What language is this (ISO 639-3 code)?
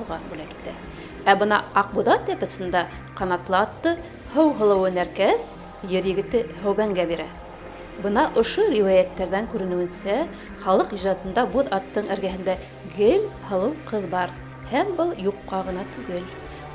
bak